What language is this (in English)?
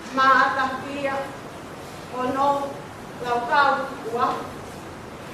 Tongan